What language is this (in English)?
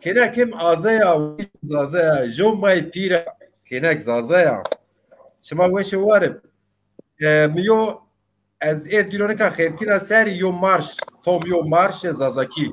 Zaza